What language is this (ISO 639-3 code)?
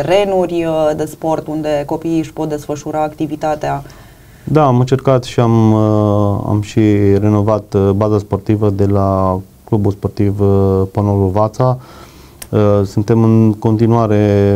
ron